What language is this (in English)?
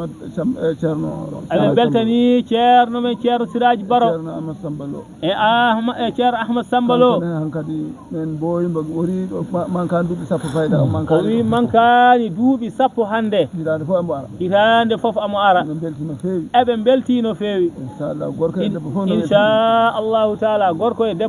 Fula